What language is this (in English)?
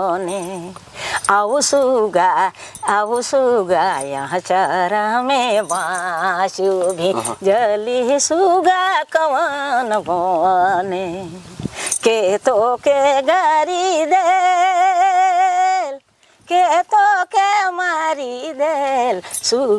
Sadri